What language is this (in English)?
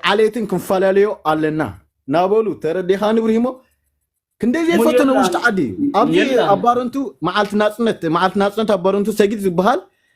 Tigrinya